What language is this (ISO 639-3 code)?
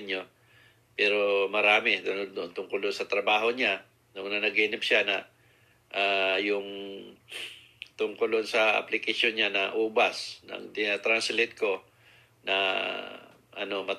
fil